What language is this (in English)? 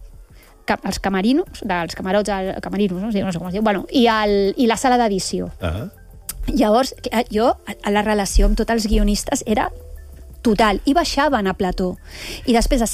Catalan